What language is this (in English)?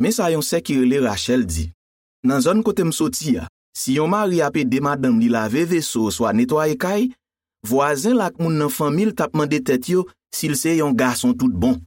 Haitian Creole